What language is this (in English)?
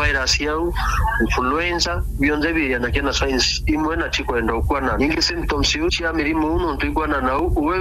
Meru